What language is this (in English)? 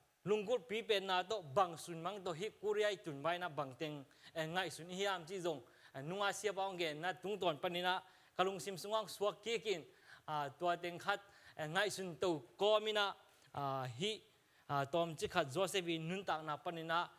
Tedim Chin